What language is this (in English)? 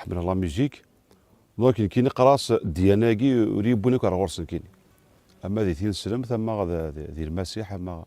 Kabyle